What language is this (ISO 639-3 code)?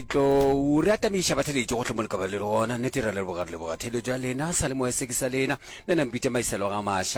nso